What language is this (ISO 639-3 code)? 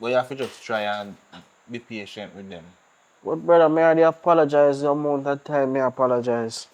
jam